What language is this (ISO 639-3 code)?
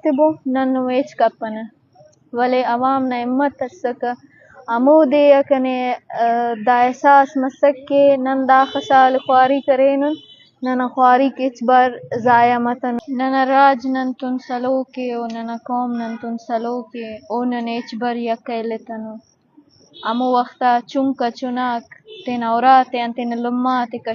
bgp